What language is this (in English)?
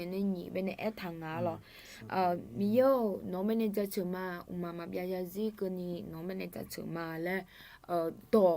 Akha